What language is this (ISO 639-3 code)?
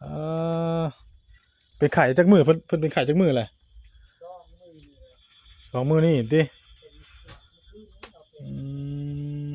tts